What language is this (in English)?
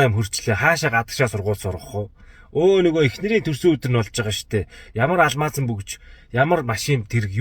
Mongolian